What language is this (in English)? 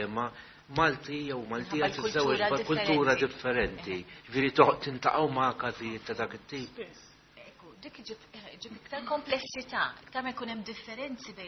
Maltese